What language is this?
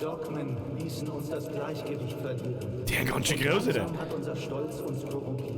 Bavarian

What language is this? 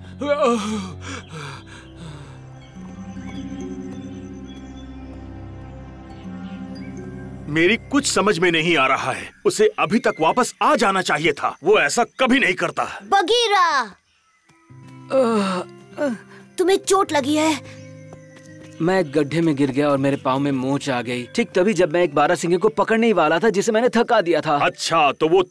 Hindi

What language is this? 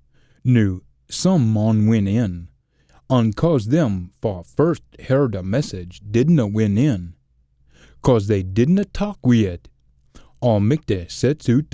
Scots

